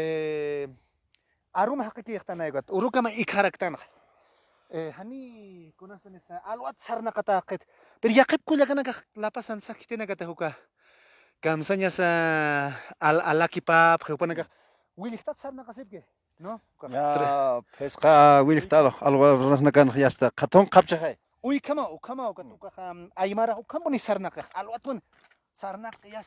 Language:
Aymara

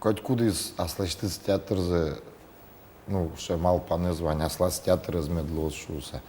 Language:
Udmurt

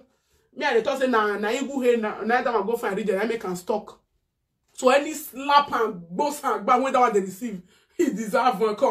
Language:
Nigerian Pidgin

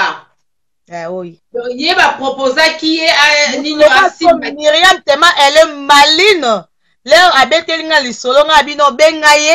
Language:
Lingala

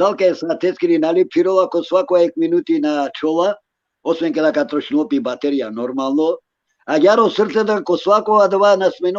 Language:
Balkan Romani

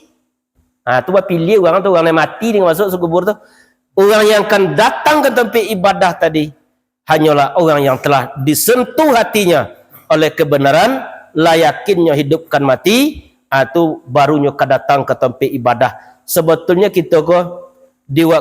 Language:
Minangkabau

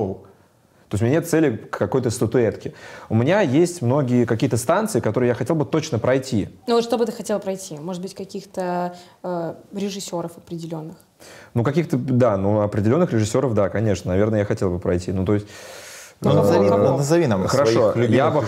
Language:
Russian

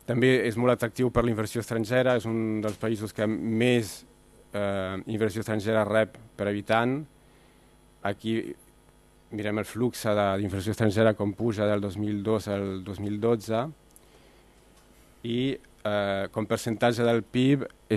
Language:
Catalan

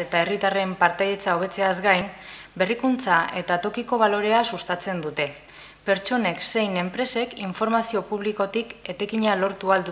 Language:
Basque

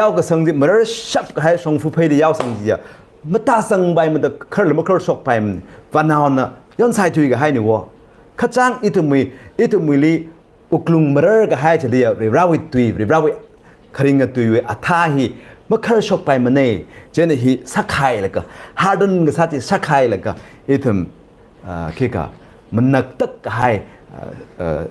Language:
Tangkhul Naga (India)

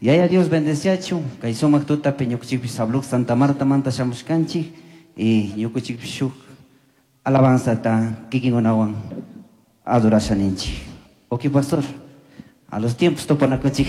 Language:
Chimborazo Highland Quichua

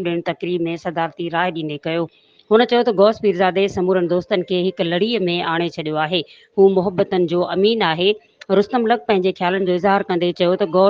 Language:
Sindhi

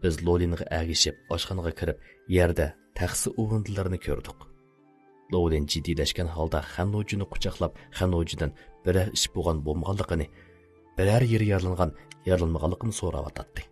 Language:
Uyghur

